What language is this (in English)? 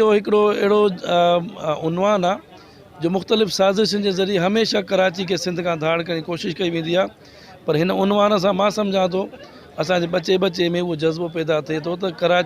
Sindhi